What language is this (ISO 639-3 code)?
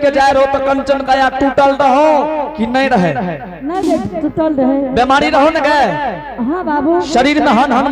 anp